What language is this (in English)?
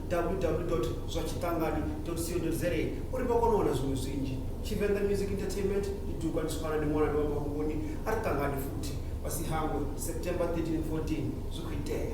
Venda